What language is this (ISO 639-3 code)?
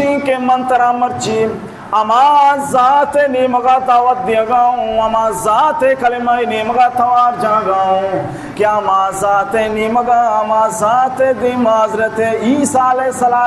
bal